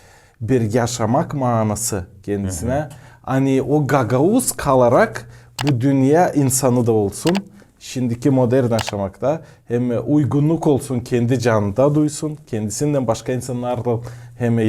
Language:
Gagauz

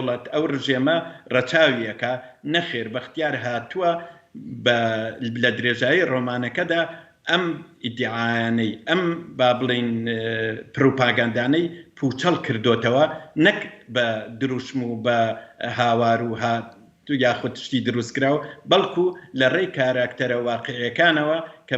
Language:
Central Kurdish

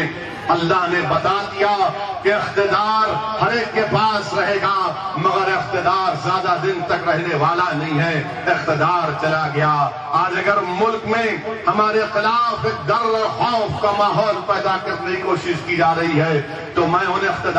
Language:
Urdu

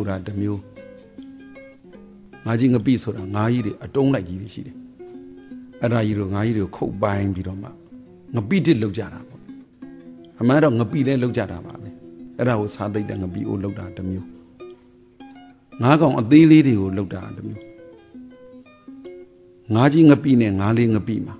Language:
Burmese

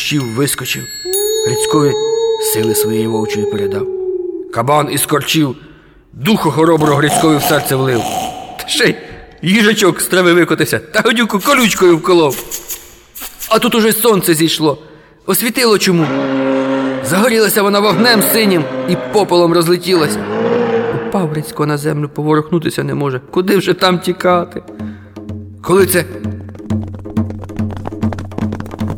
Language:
Ukrainian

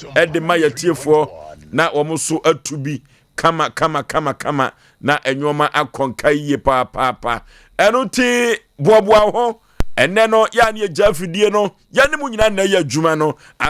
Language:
Akan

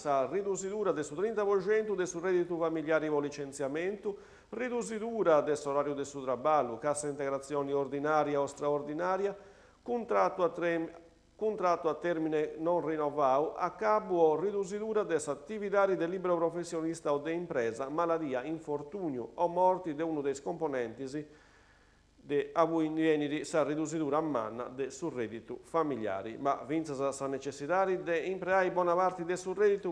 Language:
Sardinian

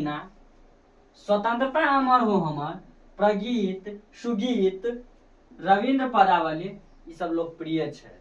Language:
Maithili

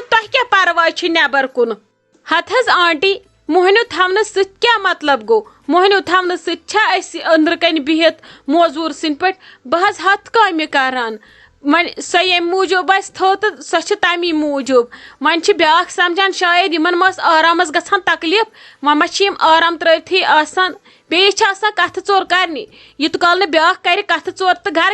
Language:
Kashmiri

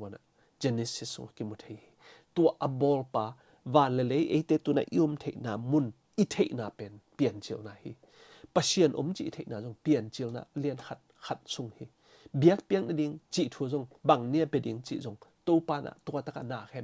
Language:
Tedim Chin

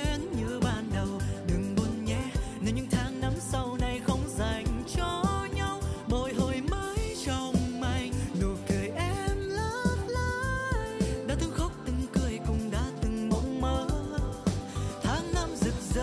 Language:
Vietnamese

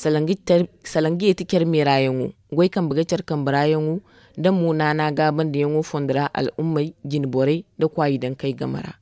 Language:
Zarma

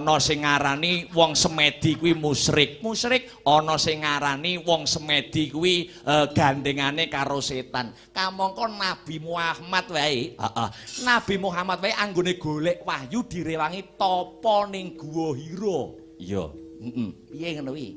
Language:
Javanese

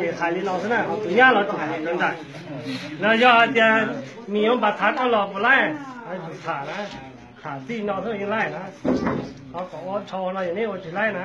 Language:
Hmong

